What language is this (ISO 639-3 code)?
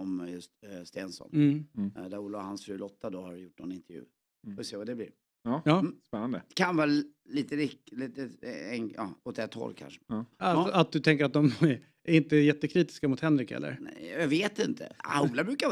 swe